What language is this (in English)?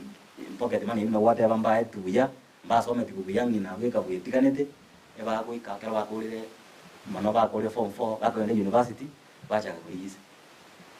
Gusii